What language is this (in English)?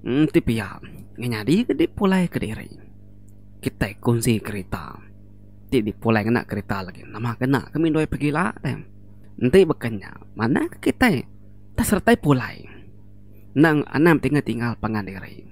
Iban